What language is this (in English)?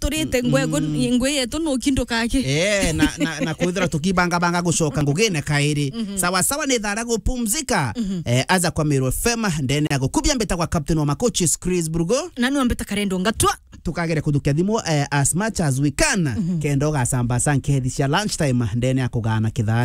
Meru